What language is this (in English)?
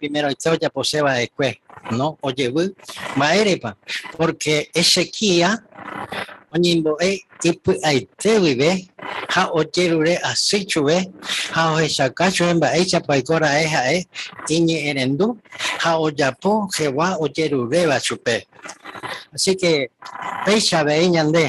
Guarani